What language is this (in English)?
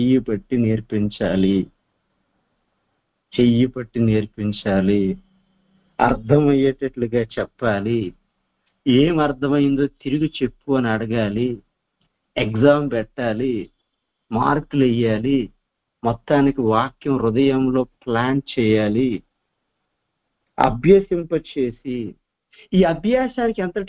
Telugu